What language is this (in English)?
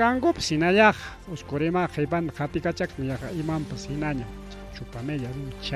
Ayacucho Quechua